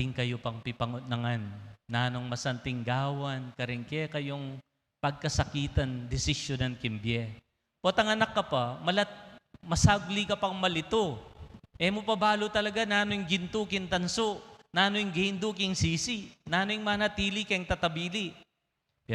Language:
Pampanga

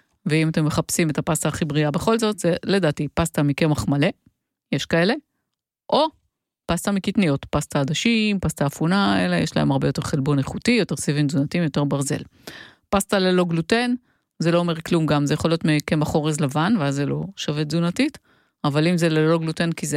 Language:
Hebrew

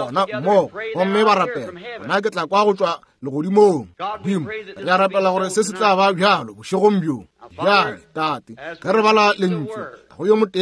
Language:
Northern Sotho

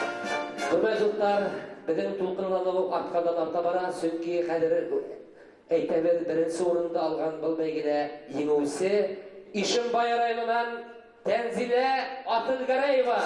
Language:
Bashkir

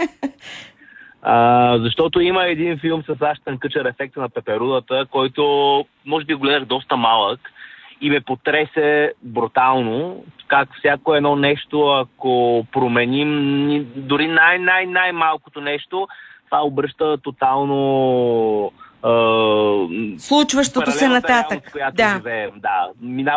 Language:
Bulgarian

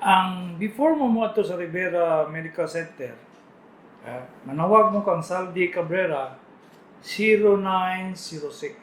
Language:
Cebuano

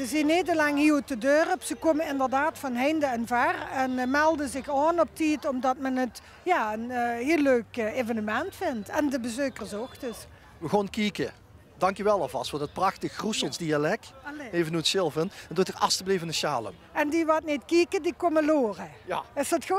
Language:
Limburgish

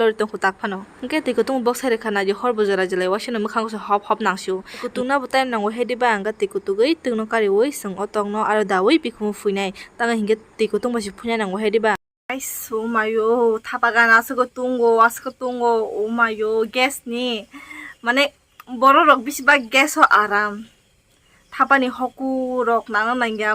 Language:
Kok Borok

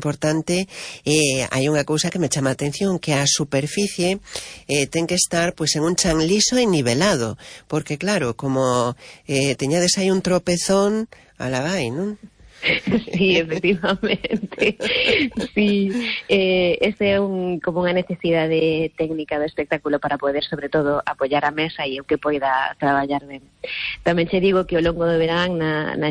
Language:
Galician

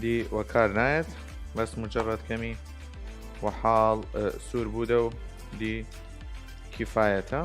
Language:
Southern Kurdish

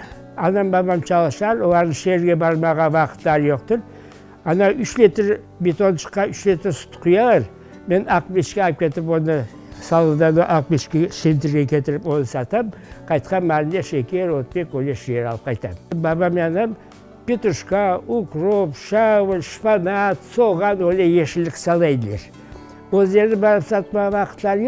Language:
Crimean Tatar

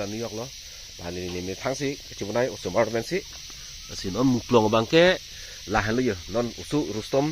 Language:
Karbi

